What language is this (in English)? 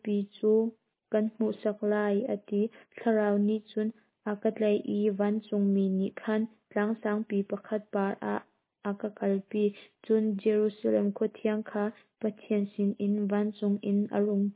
Hakha Chin